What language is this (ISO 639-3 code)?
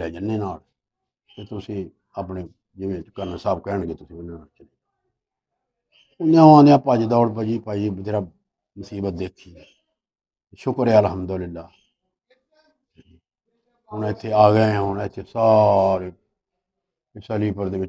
pan